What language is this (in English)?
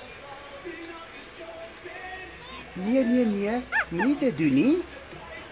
Afrikaans